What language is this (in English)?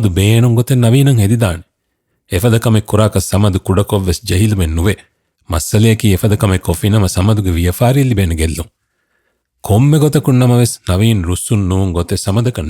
Divehi